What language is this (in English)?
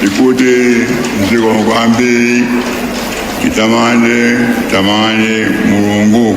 Nyanja